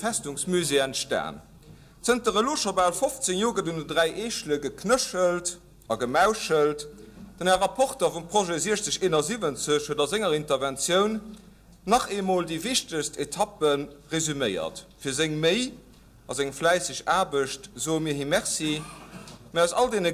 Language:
Luxembourgish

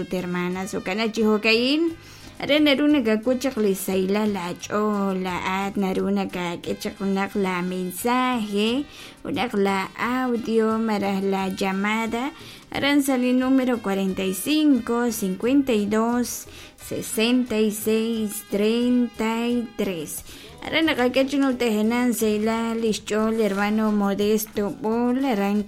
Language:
Kekchí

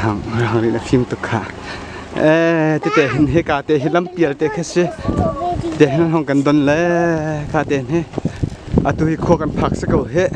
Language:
Hakha Chin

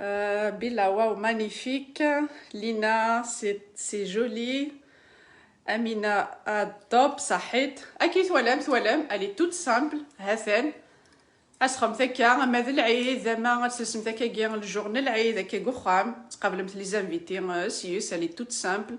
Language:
Kabyle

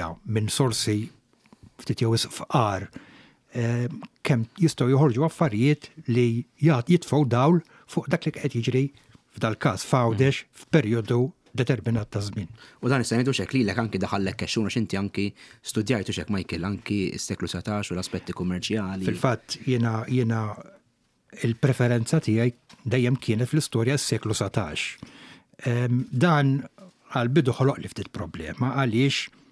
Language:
Maltese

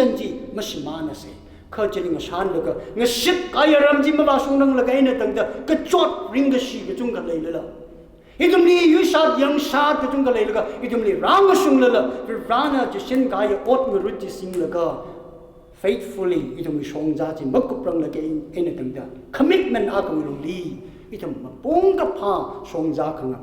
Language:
Tangkhul Naga (India)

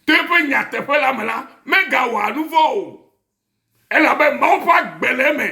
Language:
Ewe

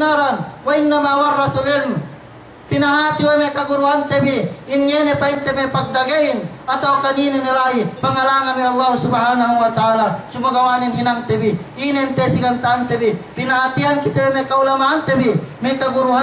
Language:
Yakan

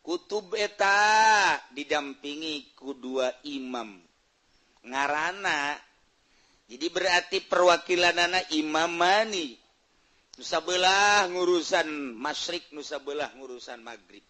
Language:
Sundanese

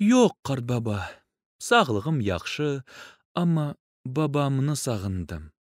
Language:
Crimean Tatar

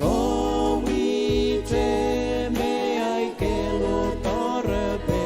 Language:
Pohnpeian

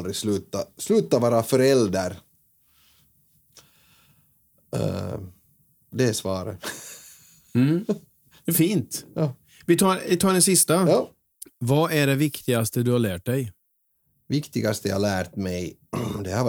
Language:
Swedish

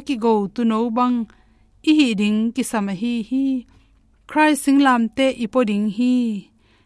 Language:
Tedim Chin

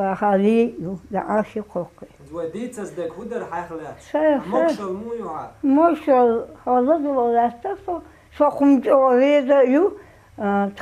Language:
Chechen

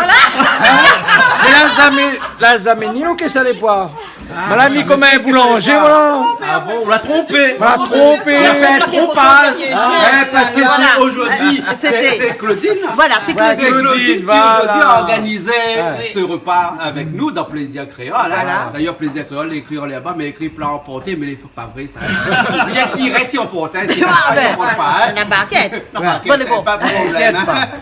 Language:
Réunion Creole French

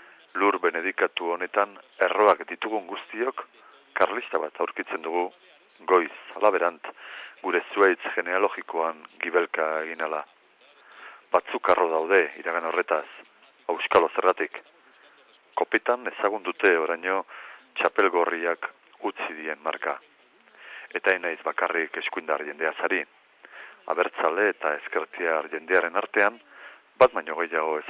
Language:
Basque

